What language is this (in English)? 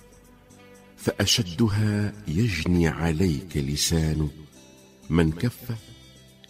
Arabic